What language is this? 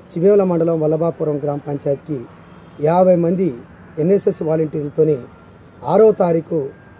Telugu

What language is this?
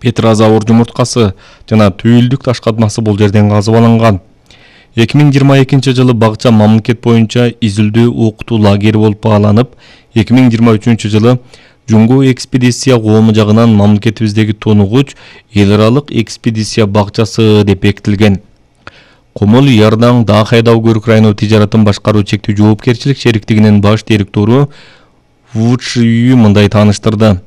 Kyrgyz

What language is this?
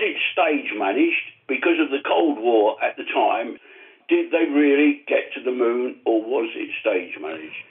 English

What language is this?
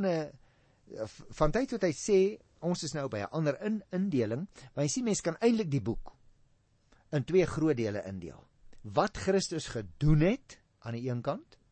Afrikaans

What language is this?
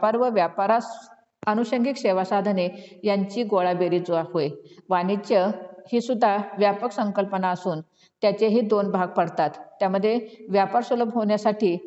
Marathi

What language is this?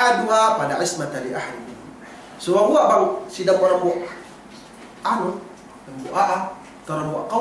Yakan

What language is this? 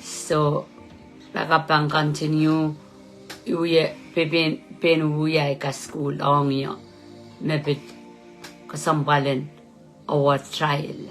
Pohnpeian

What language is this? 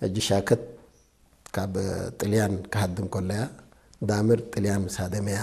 Tigrinya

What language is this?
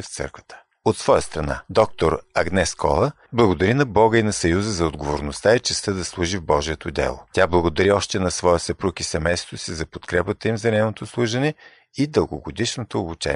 Bulgarian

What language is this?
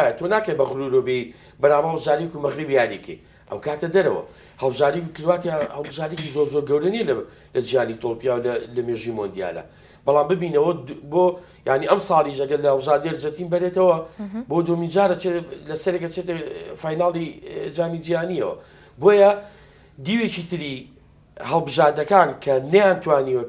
Central Kurdish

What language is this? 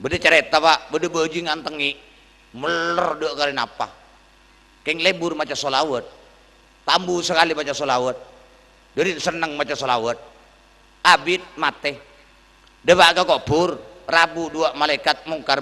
Madurese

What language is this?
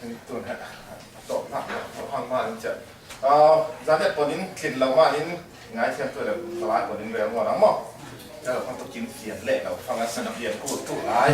Falam Chin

